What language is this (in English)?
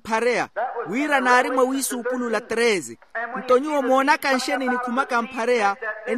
Makhuwa